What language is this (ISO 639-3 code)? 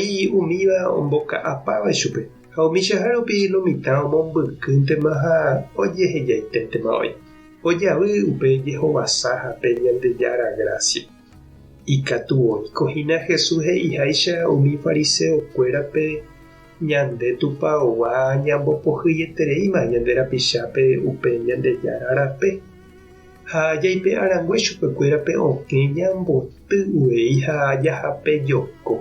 grn